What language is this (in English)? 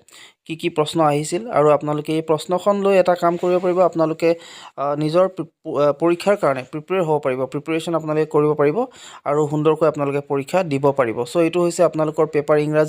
Assamese